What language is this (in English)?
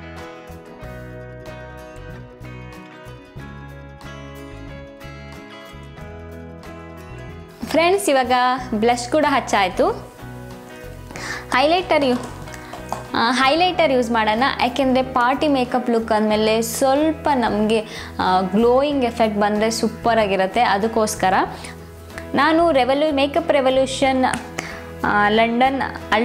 Kannada